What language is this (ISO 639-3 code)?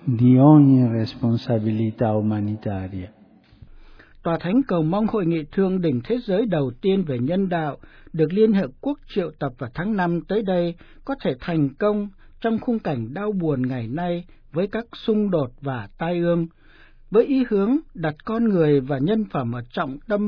vie